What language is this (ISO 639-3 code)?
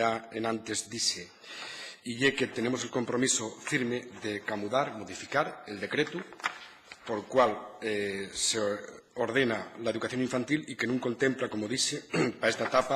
ast